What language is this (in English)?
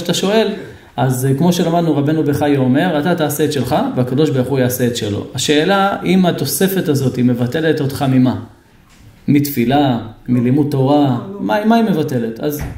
Hebrew